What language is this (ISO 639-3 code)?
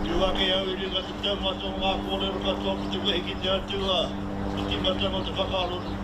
mri